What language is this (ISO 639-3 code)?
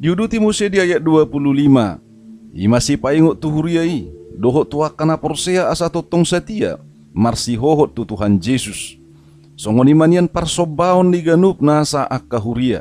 bbc